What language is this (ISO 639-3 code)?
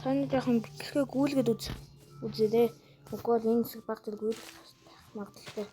mon